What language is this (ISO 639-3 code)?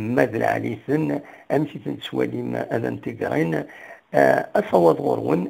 kab